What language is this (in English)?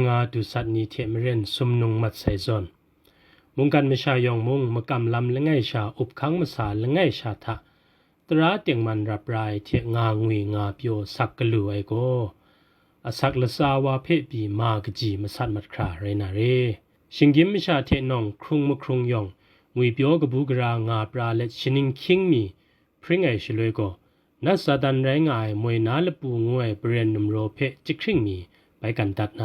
Kachin